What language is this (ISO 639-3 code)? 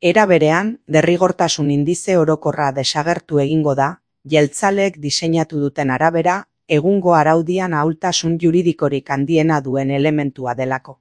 eus